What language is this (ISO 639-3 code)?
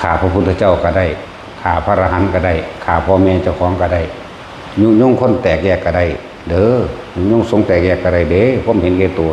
tts